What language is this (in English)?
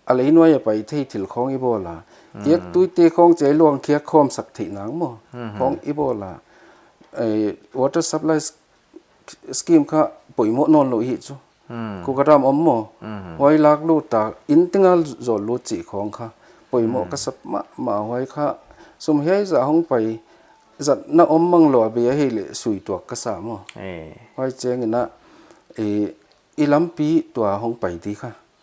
Paite Chin